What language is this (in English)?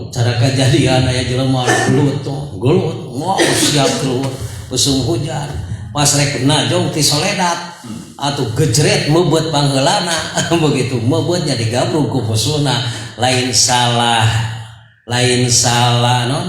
Sundanese